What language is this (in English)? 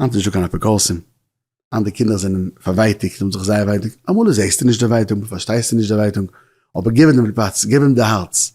Yiddish